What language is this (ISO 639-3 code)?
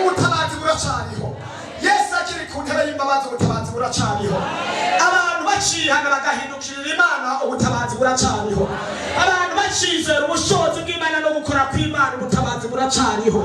run